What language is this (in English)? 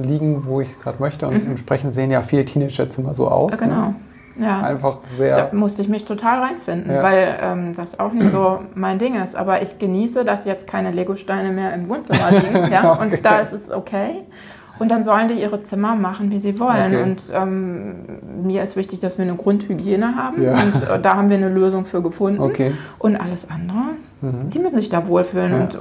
German